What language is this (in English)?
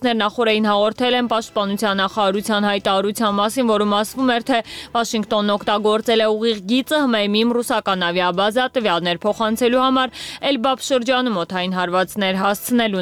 Armenian